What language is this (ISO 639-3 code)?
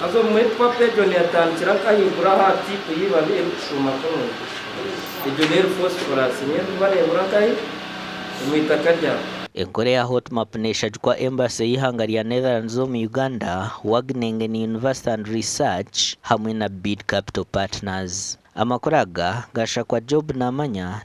nyn